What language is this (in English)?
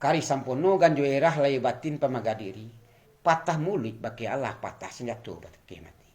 Minangkabau